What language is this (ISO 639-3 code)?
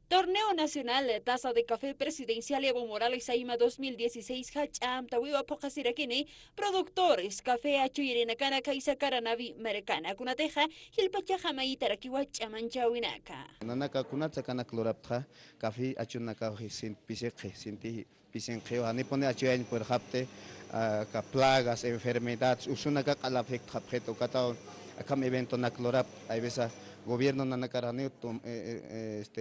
aym